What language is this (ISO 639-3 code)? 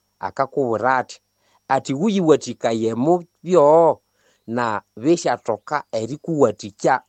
nnb